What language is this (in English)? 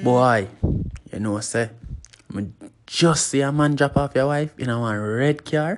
Jamaican Creole English